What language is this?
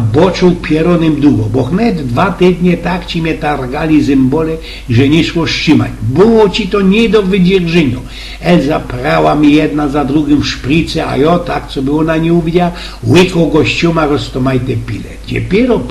Silesian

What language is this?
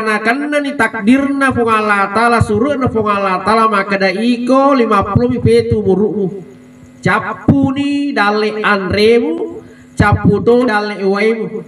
Buginese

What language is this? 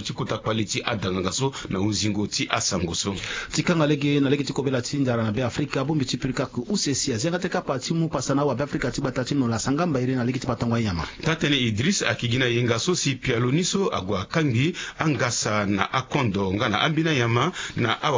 Sango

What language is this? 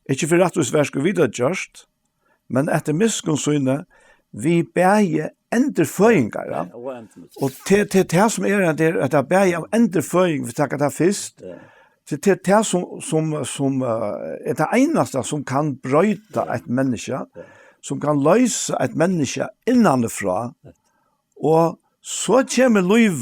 Faroese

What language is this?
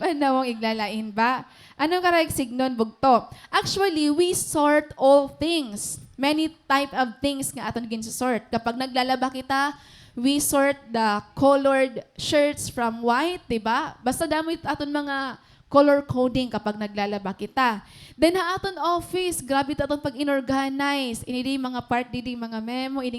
Waray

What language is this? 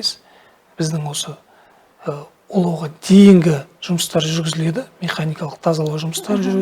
Kazakh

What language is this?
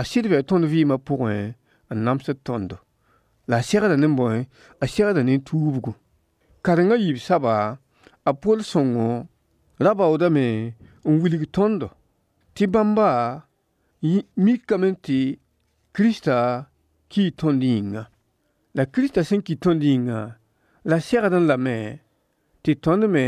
Mossi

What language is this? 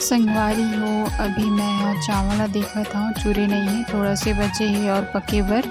Chhattisgarhi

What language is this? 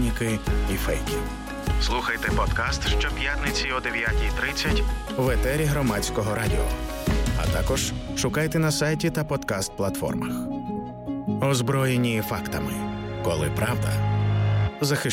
Ukrainian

